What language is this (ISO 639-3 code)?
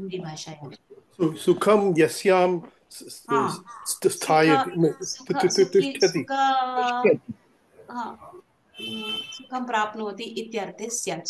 san